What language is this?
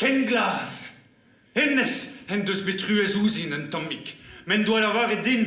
Breton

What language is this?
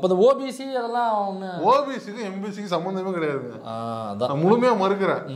Tamil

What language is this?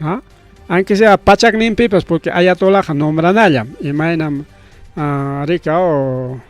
Ayacucho Quechua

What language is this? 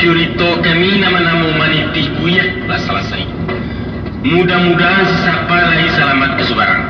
Minangkabau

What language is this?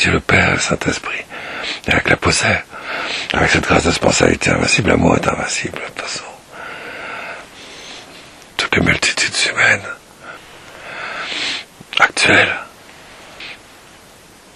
French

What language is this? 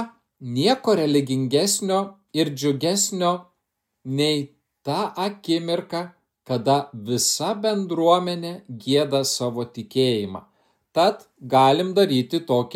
Lithuanian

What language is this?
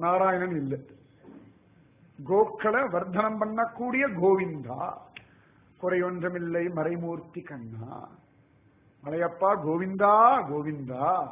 Tamil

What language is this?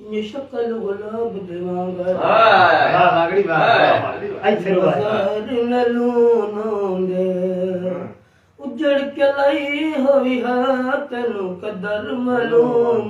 Saraiki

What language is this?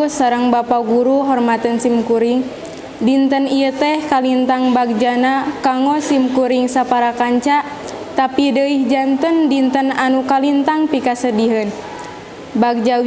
Sundanese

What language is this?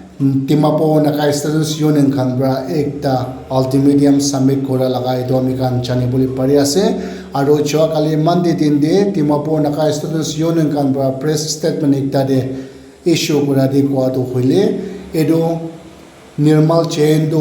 Naga Pidgin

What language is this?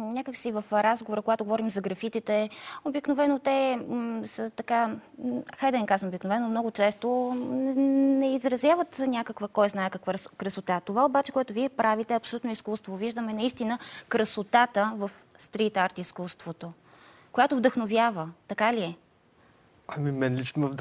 Bulgarian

